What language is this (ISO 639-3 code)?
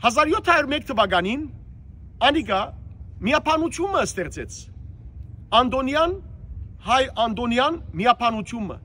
hyw